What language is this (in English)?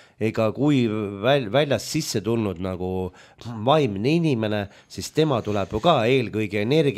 Estonian